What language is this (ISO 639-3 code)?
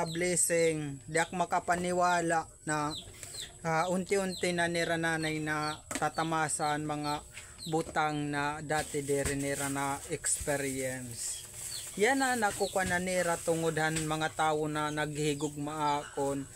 war